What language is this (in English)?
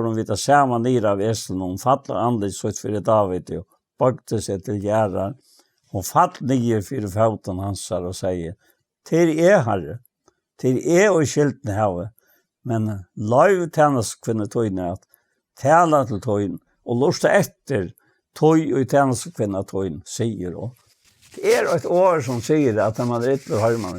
Faroese